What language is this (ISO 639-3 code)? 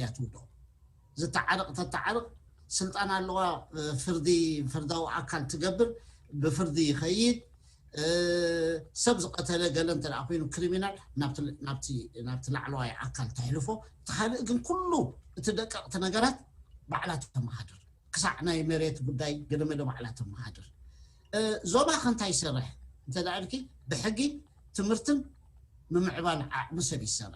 tir